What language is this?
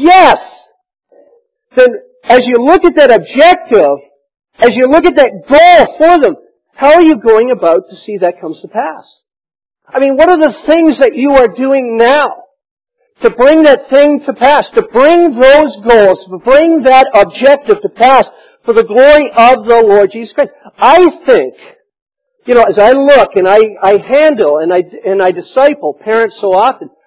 English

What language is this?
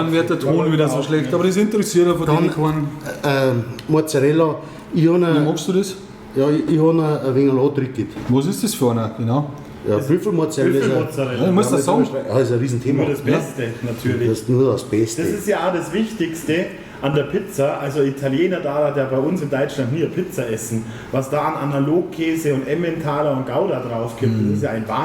Bavarian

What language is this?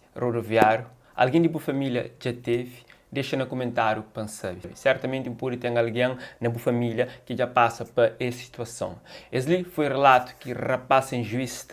Kabuverdianu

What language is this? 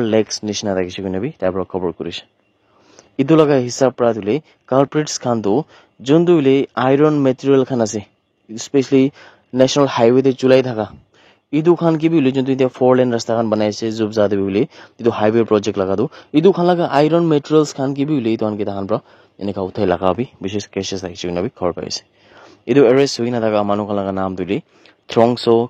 Naga Pidgin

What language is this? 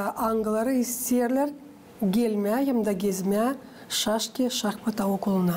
Gagauz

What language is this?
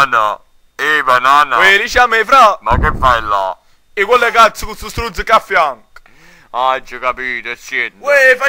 Neapolitan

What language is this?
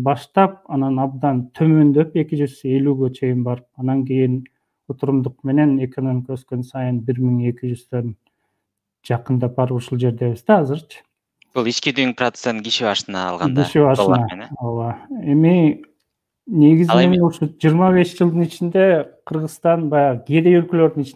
Kyrgyz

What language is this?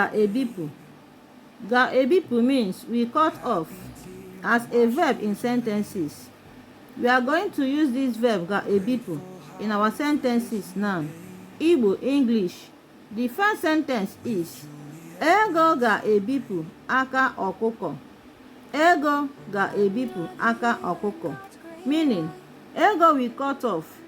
Igbo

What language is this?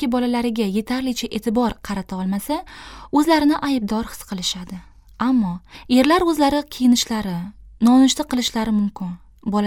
Uzbek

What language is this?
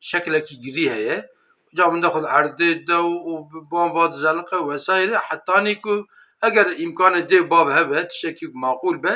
Kurdish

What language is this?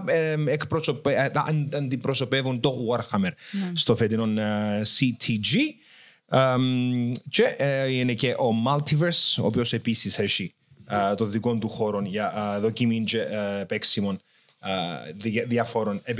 Greek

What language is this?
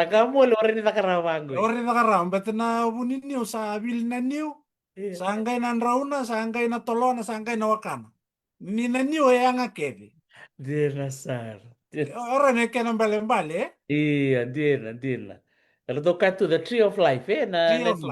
Fijian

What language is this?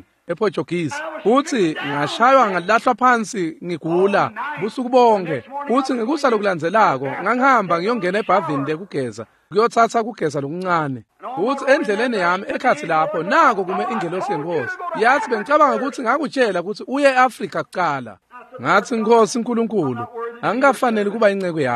Swati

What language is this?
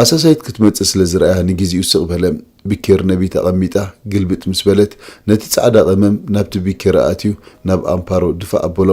Tigrinya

